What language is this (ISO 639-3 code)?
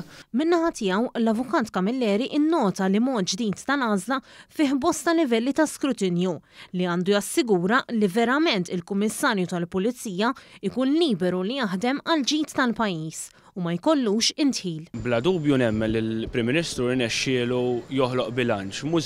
mlt